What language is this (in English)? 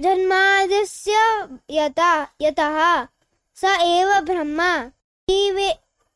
Sanskrit